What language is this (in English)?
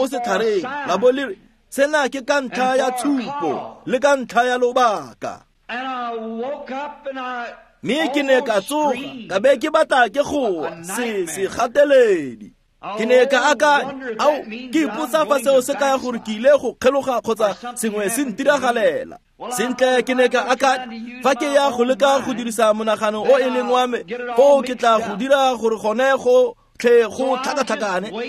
Tswana